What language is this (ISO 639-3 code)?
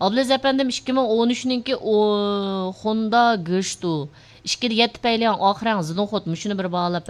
uig